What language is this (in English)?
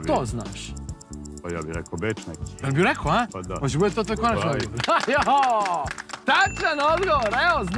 Serbian